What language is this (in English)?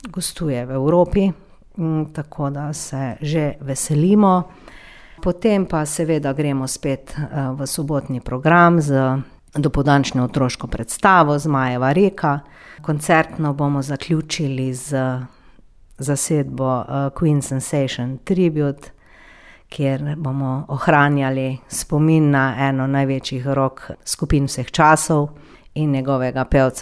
Slovenian